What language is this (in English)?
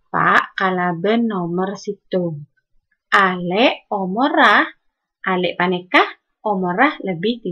Madurese